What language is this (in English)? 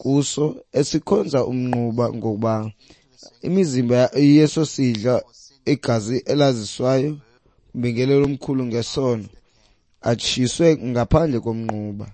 Xhosa